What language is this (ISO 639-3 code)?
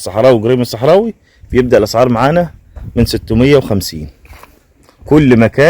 arz